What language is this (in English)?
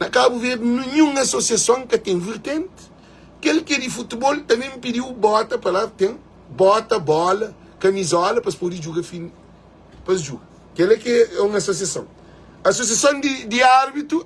Kabuverdianu